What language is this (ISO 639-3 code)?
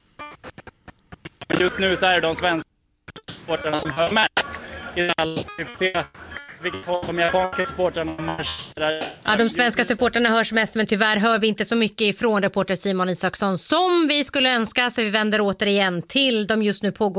swe